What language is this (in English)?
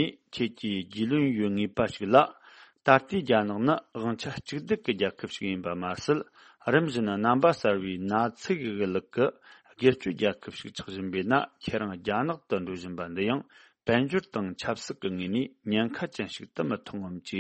Tibetan